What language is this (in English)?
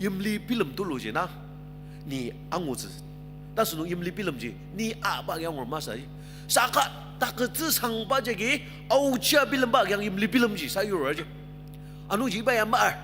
Ao Naga